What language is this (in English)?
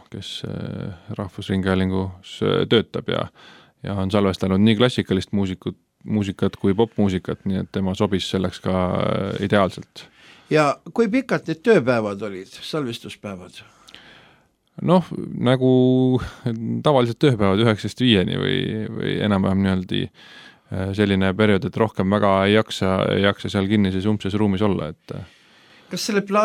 Estonian